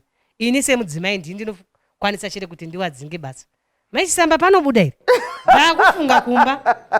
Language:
Shona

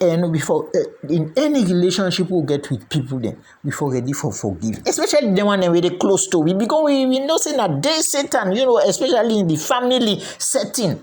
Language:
Krio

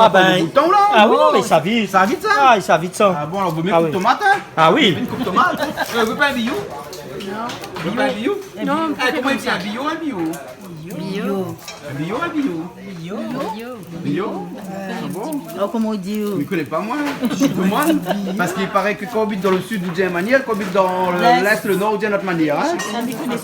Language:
Réunion Creole French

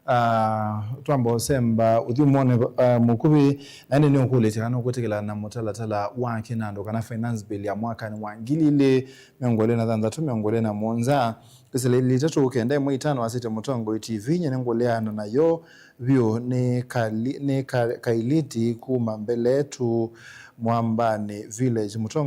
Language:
Kamba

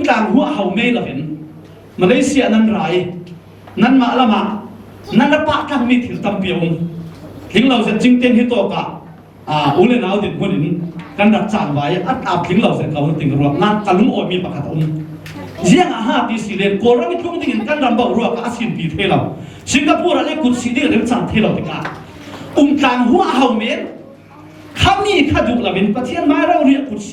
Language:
Falam Chin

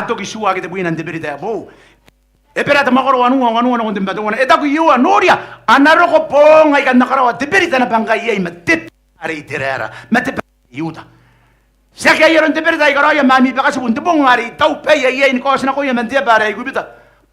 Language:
Gilbertese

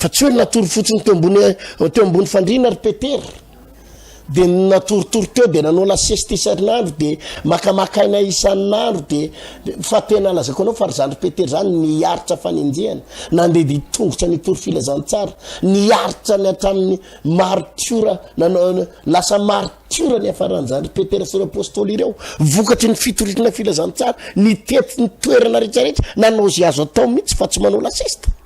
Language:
Malagasy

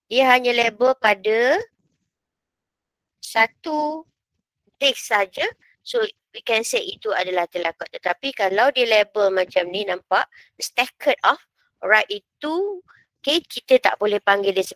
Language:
Malay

